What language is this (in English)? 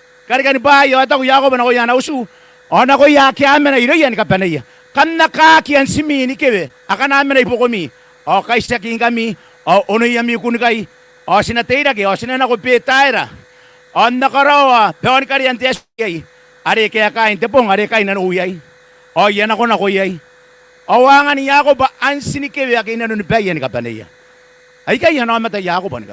Gilbertese